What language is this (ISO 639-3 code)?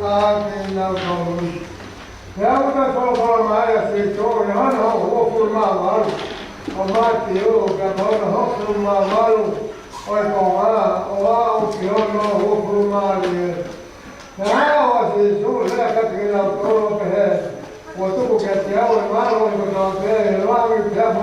ton